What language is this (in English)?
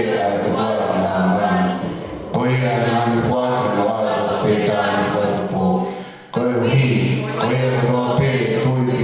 Tongan